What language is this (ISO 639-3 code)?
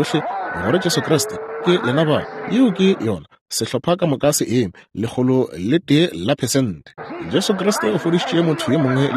nso